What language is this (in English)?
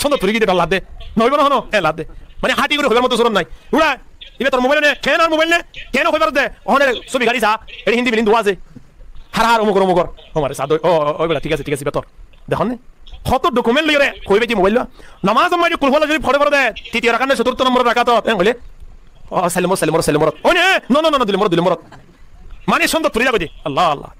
Rohingya